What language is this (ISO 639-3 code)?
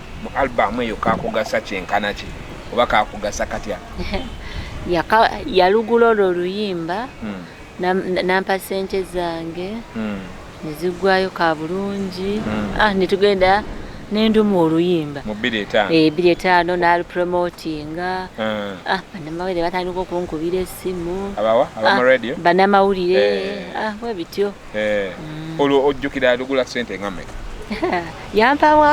lug